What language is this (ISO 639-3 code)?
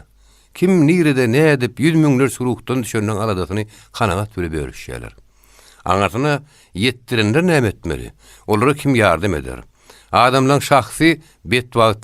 tuk